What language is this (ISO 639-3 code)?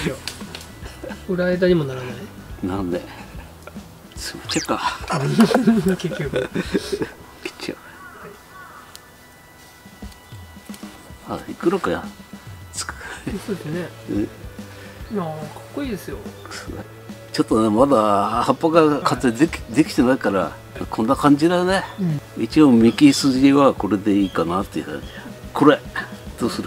jpn